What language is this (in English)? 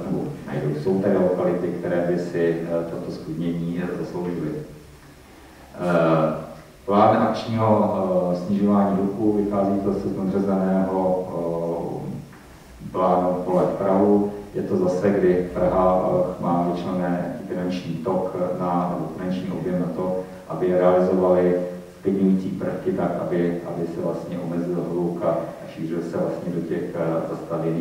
Czech